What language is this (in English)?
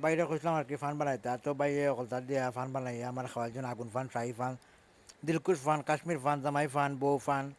Sylheti